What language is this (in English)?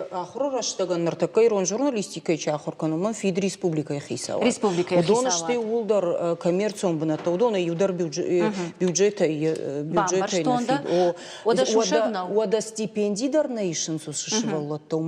Ossetic